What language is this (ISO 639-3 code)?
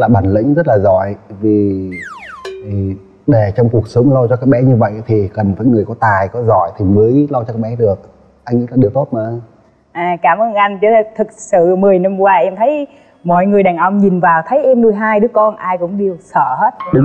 vie